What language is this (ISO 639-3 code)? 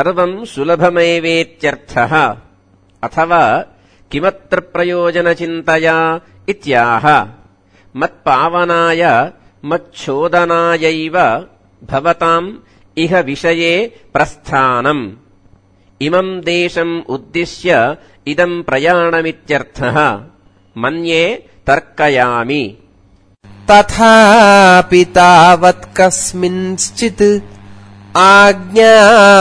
san